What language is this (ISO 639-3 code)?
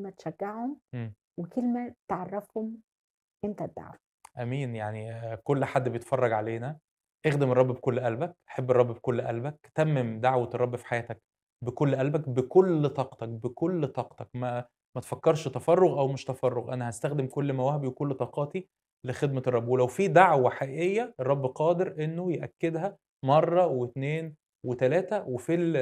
arz